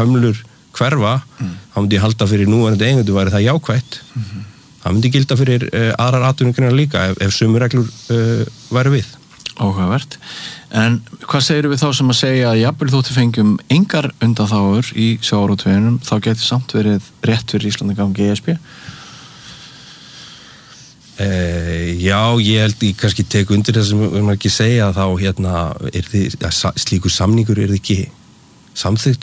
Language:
Icelandic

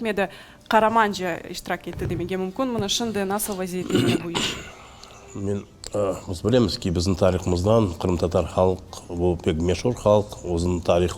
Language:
Crimean Tatar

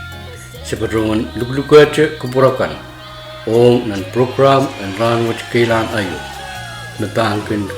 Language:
Pohnpeian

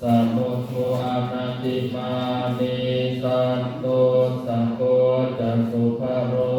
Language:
Pali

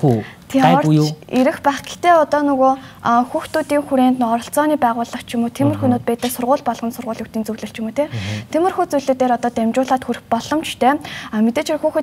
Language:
Mongolian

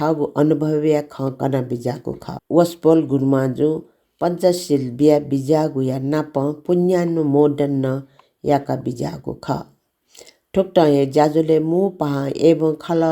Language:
Newari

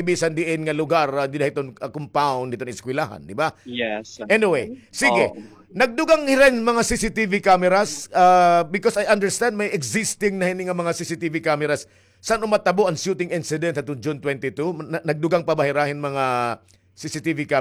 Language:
Waray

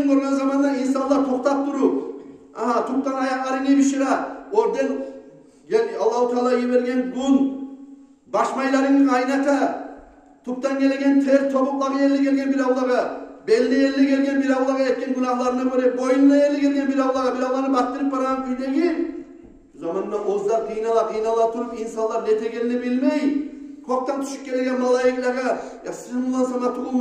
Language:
Kumyk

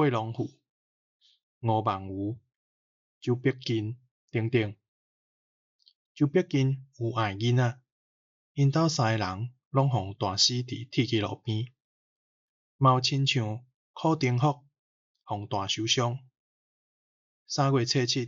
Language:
Min Nan Chinese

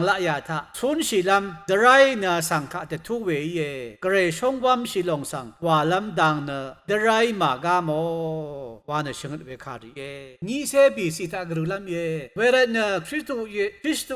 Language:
Rawang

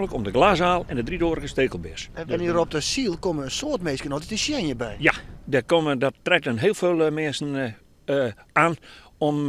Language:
Western Frisian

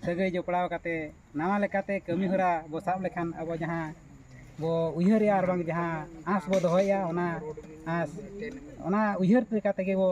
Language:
Santali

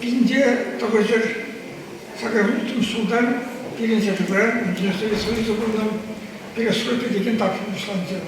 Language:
Chuvash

